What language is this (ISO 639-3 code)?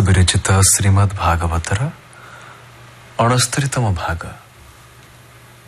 ori